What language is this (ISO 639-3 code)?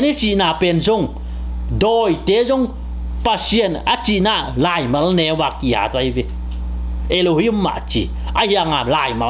ctd